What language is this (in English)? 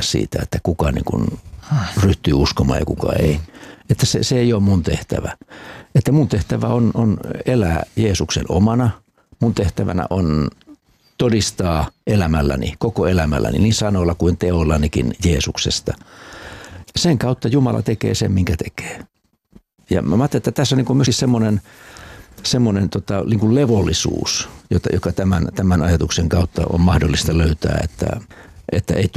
Finnish